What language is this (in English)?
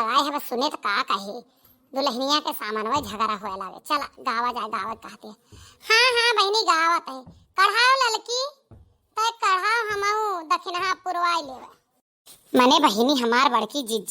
Awadhi